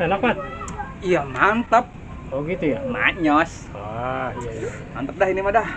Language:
Betawi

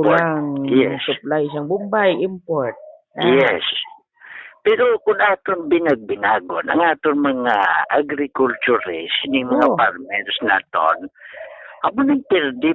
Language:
Hiligaynon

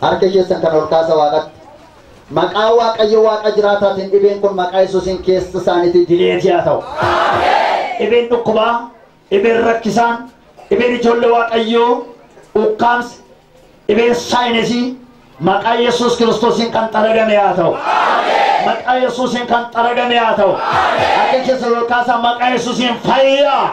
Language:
Oromo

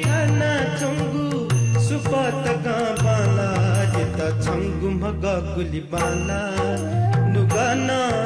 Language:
Newari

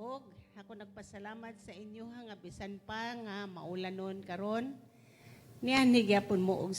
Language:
Cebuano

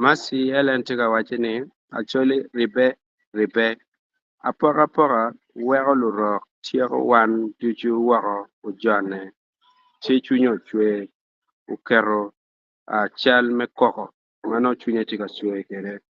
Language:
Acoli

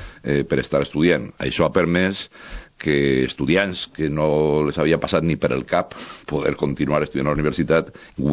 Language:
Catalan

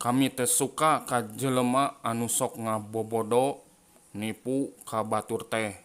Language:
Sundanese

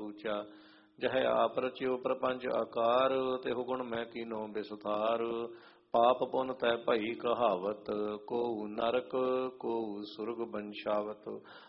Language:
Punjabi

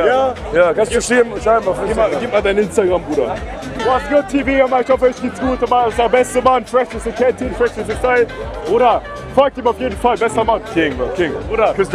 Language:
Swiss German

